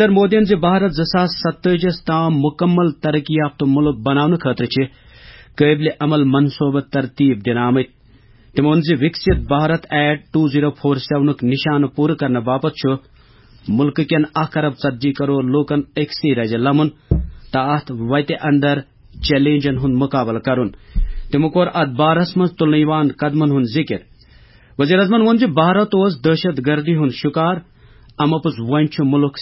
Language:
Kashmiri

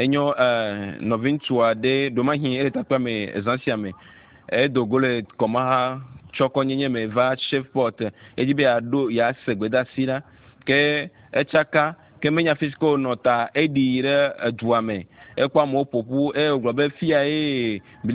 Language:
Ewe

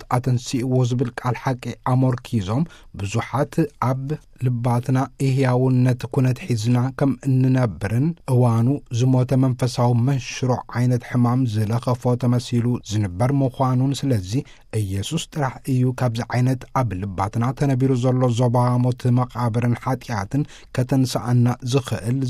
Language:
Tigrinya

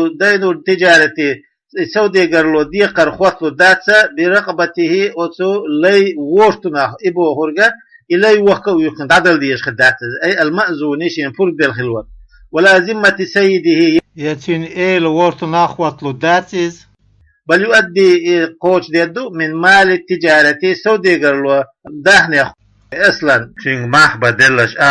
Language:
Chechen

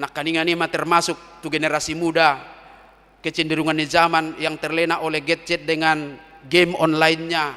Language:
Batak Toba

